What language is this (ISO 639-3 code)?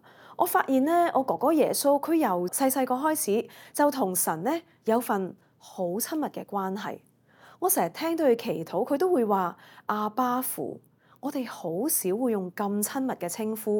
yue